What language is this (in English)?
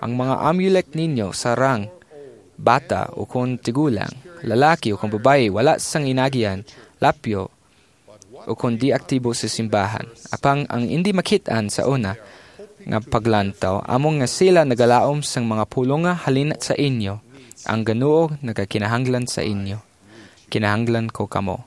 Hiligaynon